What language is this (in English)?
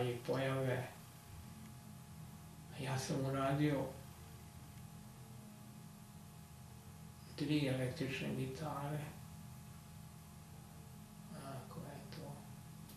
Serbian